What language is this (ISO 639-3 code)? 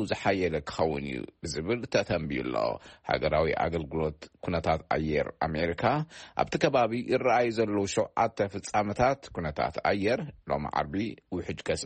tir